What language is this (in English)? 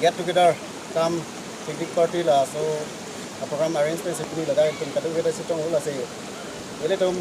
Karbi